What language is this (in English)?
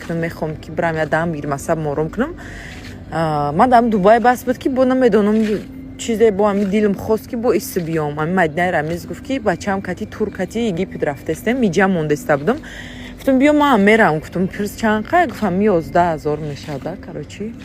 Tajik